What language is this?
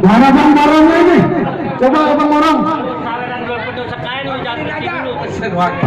Betawi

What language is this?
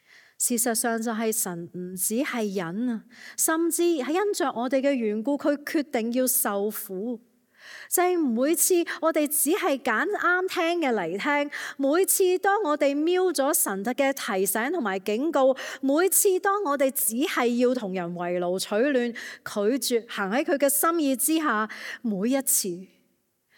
Cantonese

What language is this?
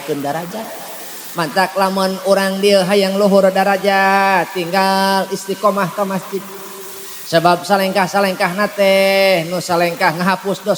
Sundanese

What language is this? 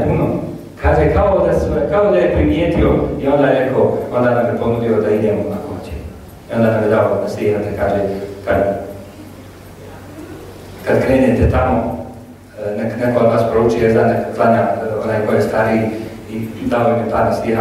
Bosnian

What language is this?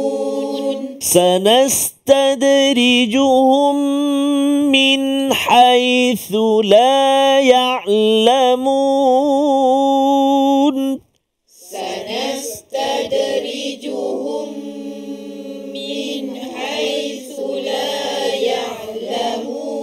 Malay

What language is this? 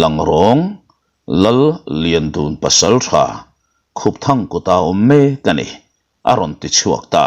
Mizo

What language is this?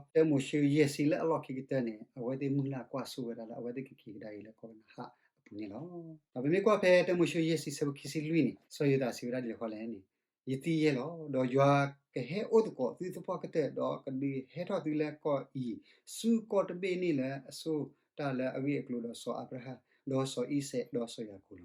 S'gaw Karen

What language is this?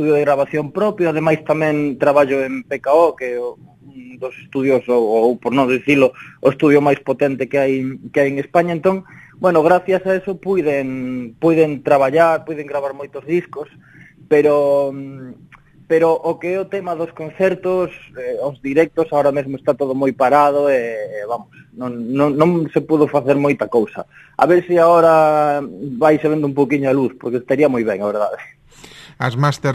Galician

